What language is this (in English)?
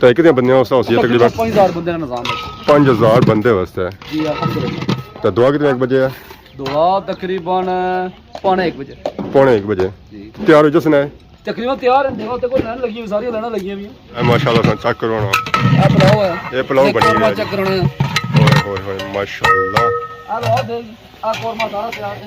Pahari-Potwari